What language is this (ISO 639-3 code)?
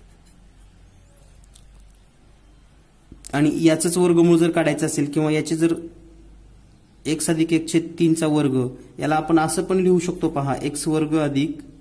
mar